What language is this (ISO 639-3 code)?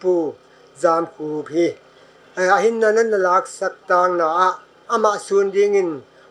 pck